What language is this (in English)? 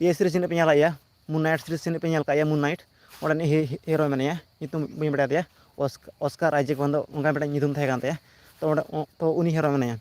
Santali